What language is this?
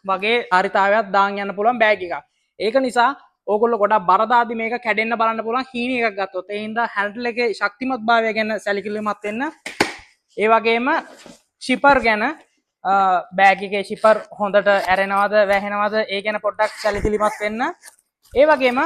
Sinhala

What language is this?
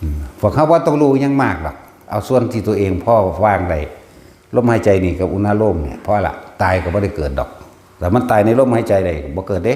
Northeastern Thai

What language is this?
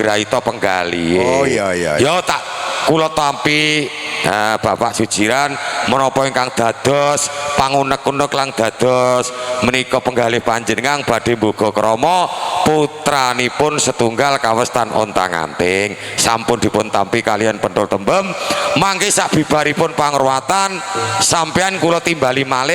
Javanese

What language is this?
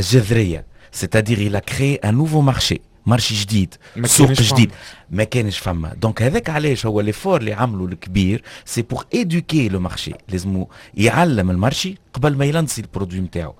Tunisian Arabic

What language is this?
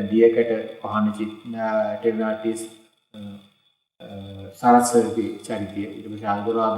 Sinhala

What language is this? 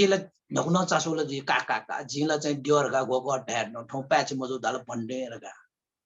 Newari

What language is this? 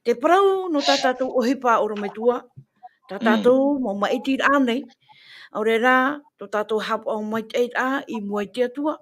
Tahitian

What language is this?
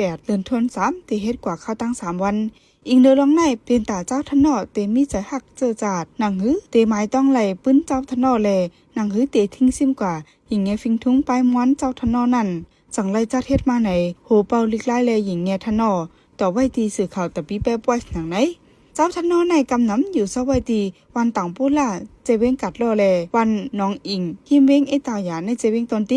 Shan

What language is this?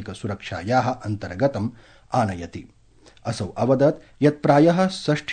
Sanskrit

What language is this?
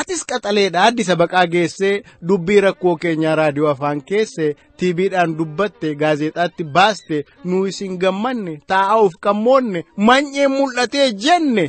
Oromo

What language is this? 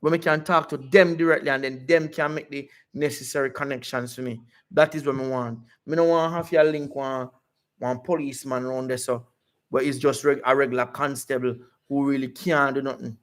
Jamaican Creole English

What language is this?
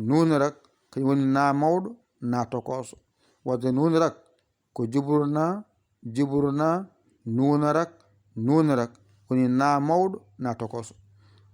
Fula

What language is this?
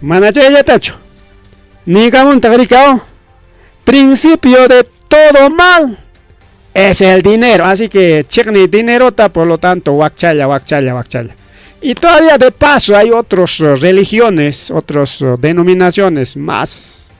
Ayacucho Quechua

